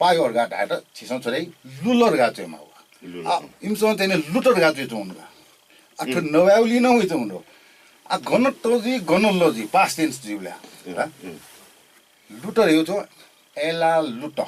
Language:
Newari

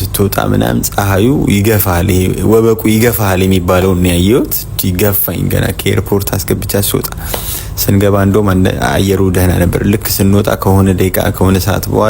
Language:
Amharic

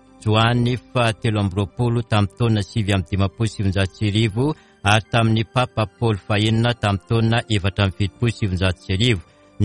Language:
Malagasy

